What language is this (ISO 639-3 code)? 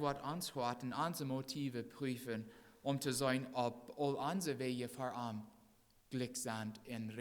pdt